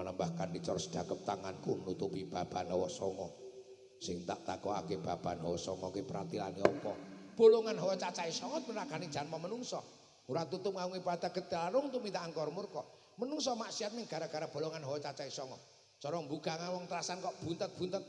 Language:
Javanese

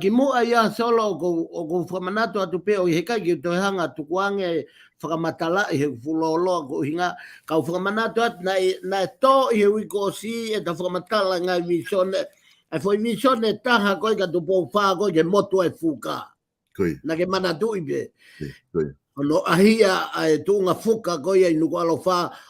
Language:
Tongan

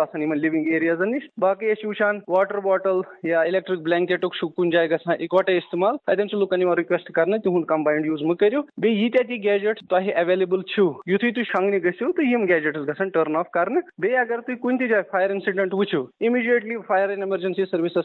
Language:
Kashmiri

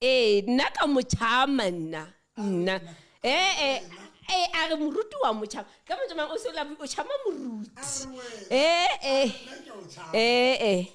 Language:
Southern Sotho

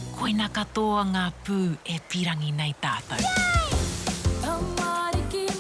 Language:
Māori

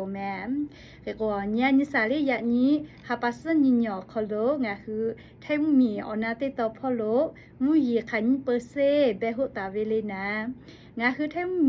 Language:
Lahu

